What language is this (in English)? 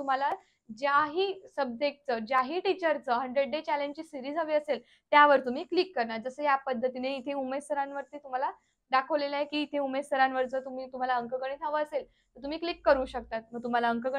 Marathi